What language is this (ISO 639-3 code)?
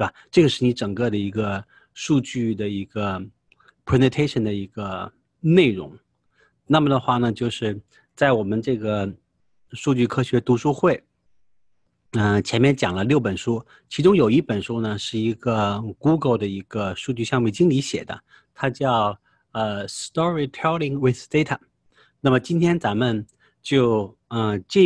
zho